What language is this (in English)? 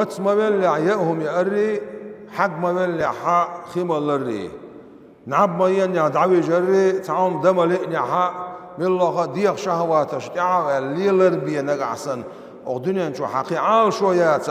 Chechen